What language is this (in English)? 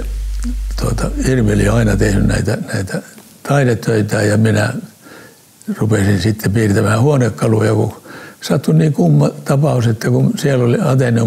Finnish